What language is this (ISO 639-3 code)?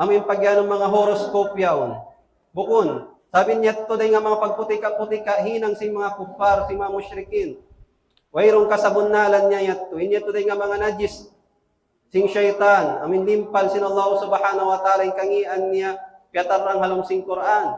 tsg